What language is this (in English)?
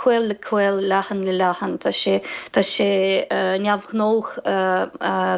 Irish